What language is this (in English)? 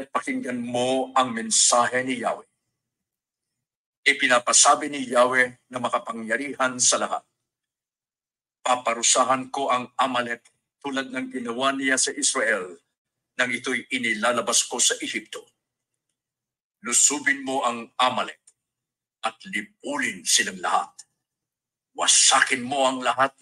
Filipino